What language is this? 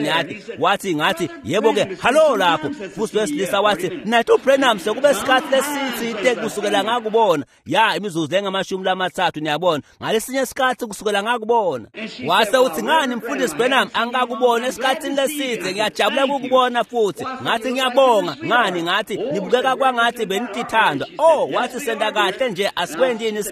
Swati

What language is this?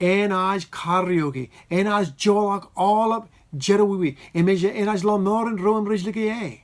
Marshallese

